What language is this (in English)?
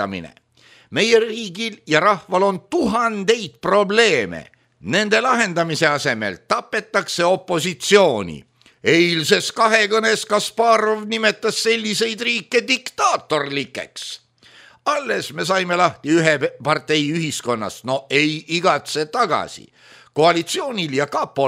Estonian